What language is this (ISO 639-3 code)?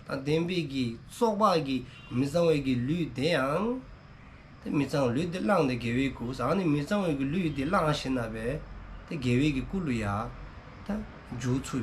dzo